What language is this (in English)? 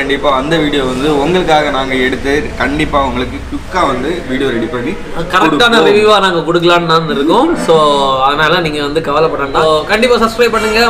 Tamil